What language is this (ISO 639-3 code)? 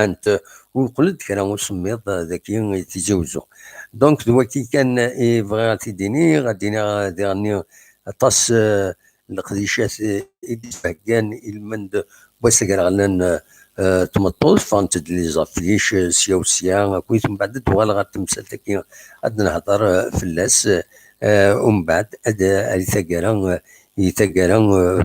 kab